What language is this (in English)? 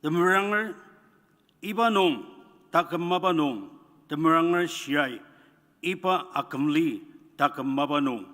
Ao Naga